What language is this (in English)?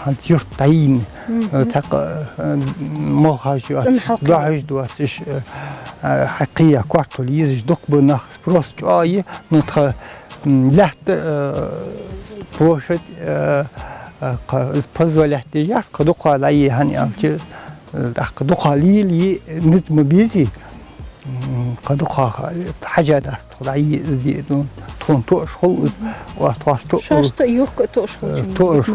Ingush